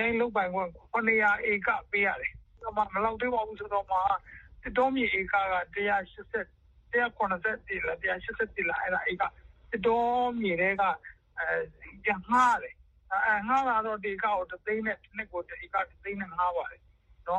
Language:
Burmese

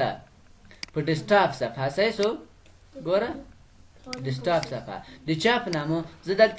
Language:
Pashto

